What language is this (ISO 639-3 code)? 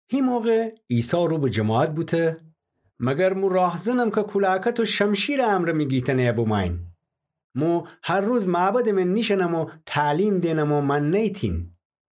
glk